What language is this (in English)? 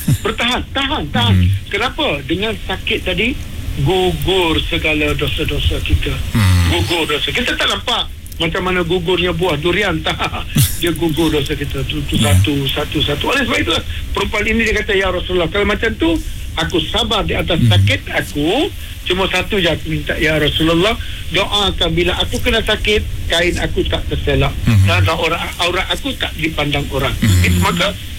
Malay